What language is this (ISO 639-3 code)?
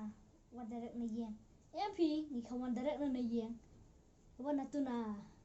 kha